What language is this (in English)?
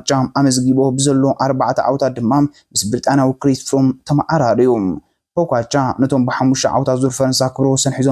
Tigrinya